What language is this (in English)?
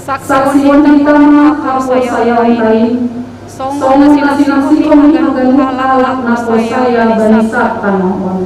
Batak Simalungun